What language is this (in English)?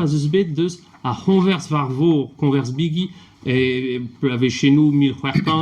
Breton